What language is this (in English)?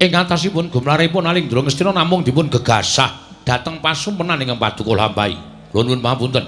Javanese